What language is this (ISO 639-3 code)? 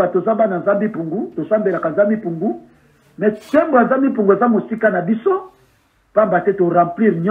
lin